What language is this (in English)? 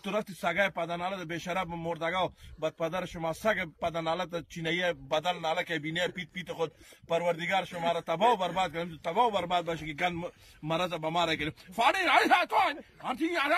Tajik